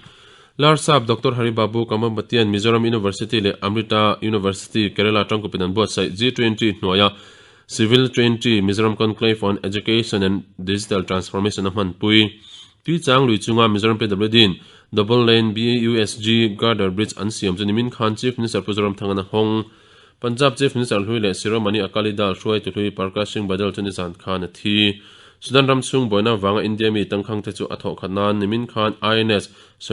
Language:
Mizo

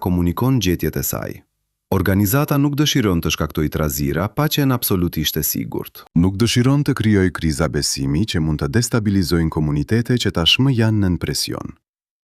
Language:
Albanian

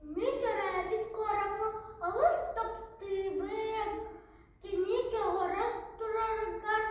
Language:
Yakut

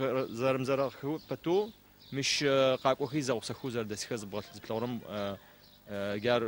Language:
Adyghe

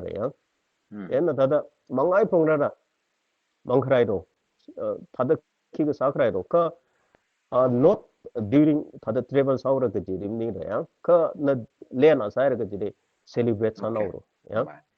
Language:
Tangkhul Naga (India)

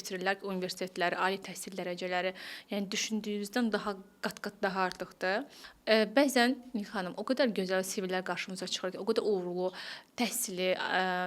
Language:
Azerbaijani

